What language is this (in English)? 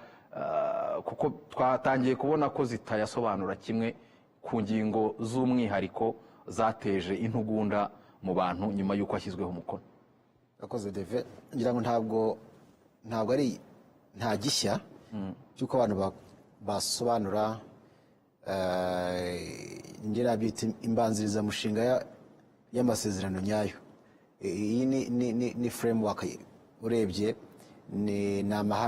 Kinyarwanda